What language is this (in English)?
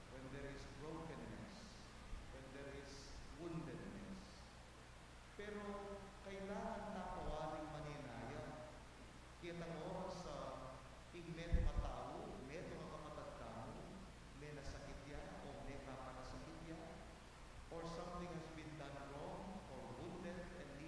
Pampanga